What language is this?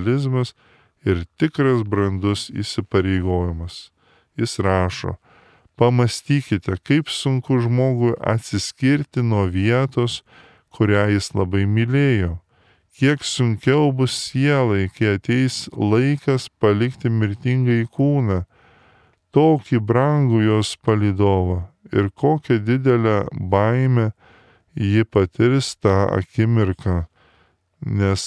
Lithuanian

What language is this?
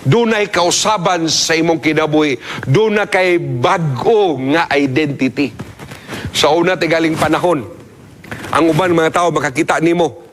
Cebuano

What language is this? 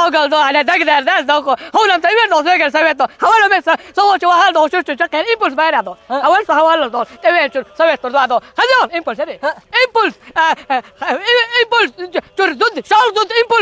Chechen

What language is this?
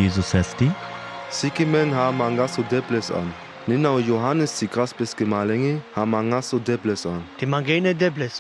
Sinte Romani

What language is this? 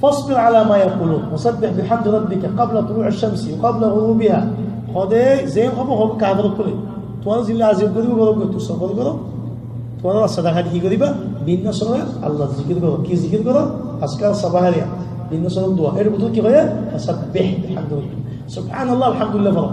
Rohingya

